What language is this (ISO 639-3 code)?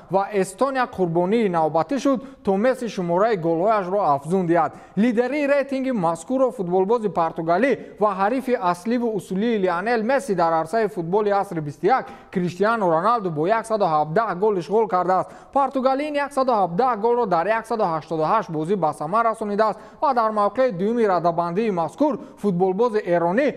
tgk